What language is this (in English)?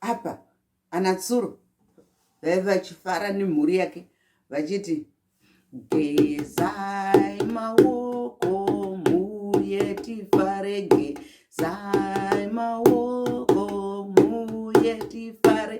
Shona